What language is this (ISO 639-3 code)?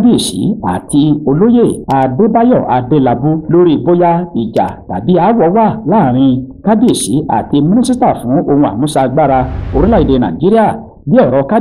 yor